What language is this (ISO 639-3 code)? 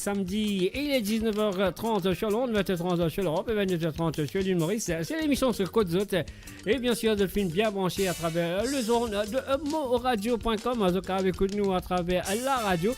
mfe